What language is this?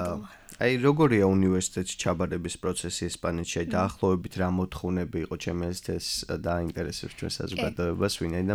Georgian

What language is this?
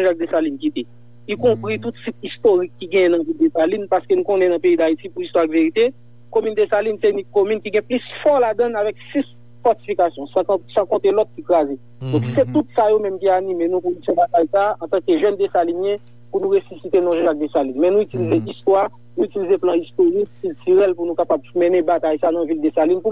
Haitian Creole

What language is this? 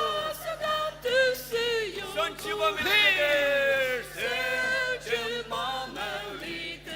Ao Naga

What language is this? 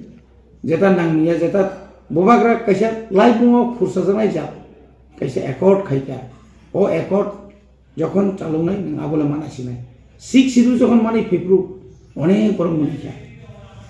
Kok Borok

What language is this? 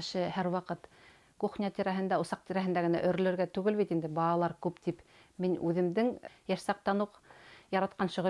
Bashkir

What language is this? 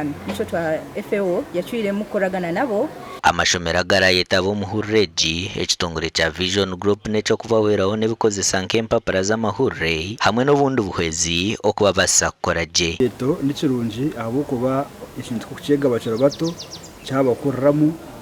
Nyankole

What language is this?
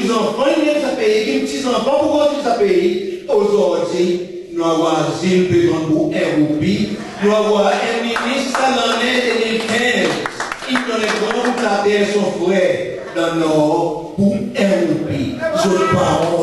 Seselwa Creole French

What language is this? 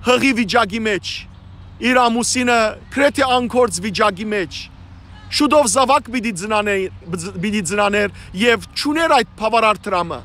Western Armenian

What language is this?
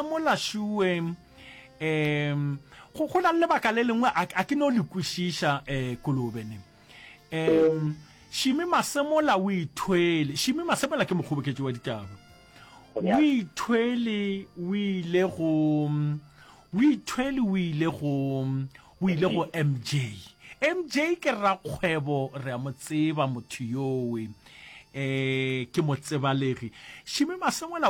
Northern Sotho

